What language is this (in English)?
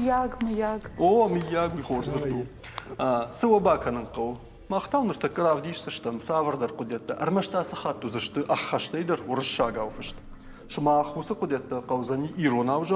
Ossetic